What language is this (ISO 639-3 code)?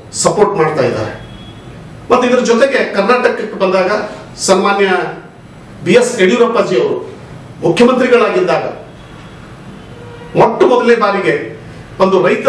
kan